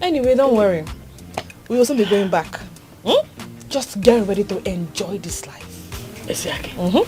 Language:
Nigerian Pidgin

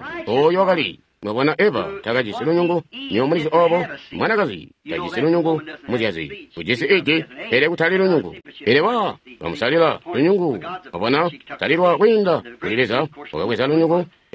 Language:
Tonga (Zambia)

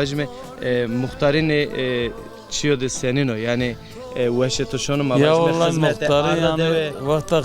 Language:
Zaza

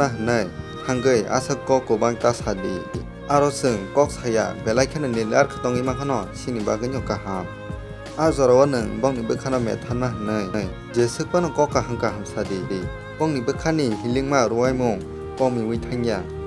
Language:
Kok Borok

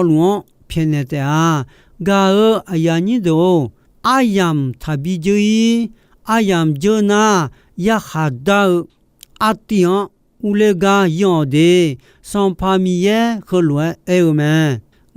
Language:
Akha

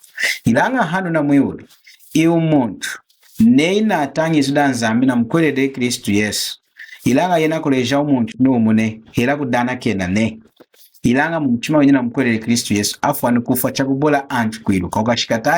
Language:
Lunda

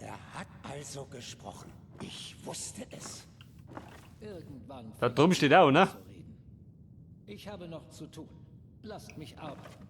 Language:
Bavarian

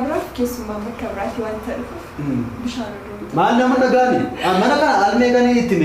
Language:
Oromo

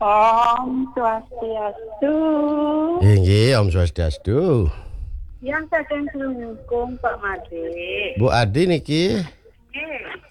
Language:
Balinese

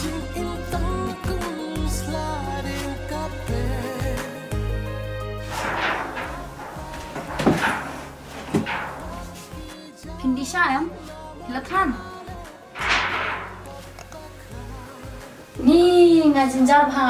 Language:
Khasi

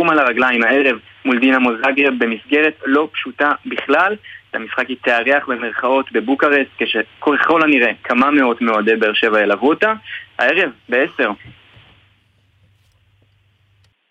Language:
Hebrew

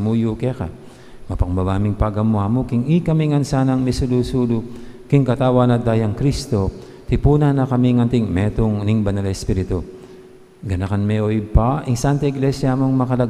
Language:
Pampanga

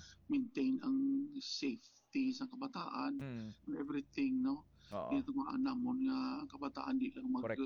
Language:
Hiligaynon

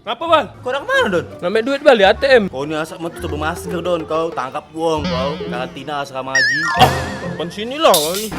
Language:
Musi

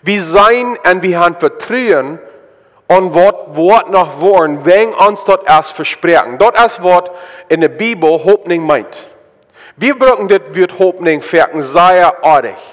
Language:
Plautdietsch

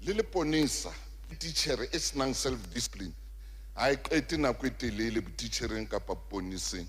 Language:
Southern Sotho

